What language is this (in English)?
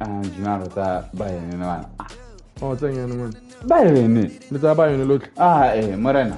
Tswana